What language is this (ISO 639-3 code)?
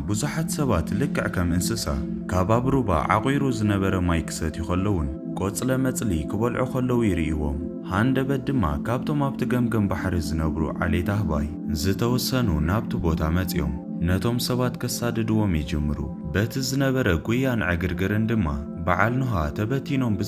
tir